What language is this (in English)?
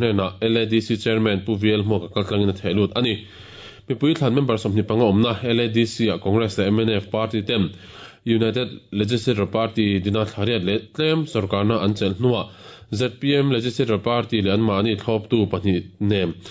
Mizo